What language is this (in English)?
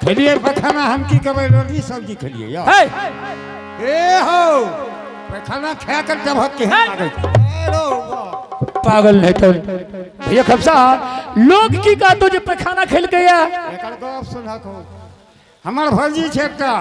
Angika